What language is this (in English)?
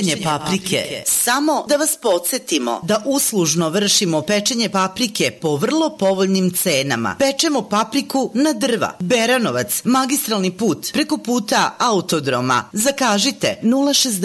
Serbian